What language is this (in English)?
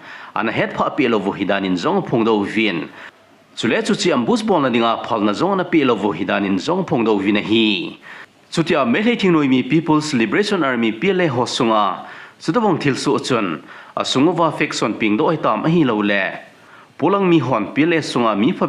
Thado Chin